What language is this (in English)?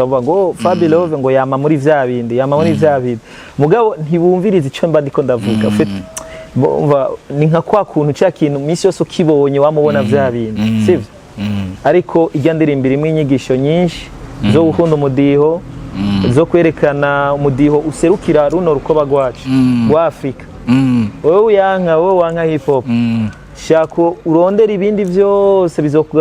Rundi